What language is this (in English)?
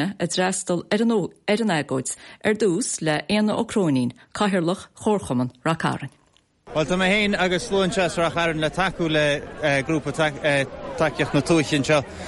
Irish